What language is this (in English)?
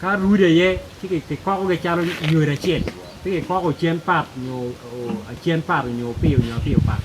Acoli